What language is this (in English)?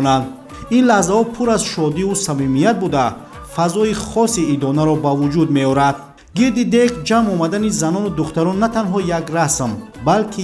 Tajik